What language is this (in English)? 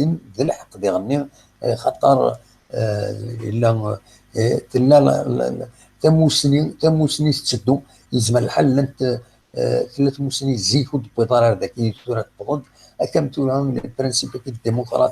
Kabyle